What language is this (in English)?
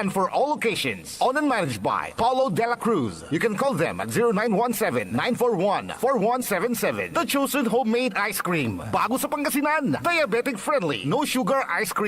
Pangasinan